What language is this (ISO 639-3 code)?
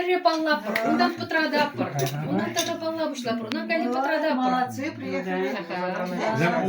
chv